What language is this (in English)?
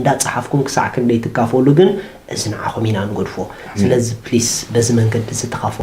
Tigrinya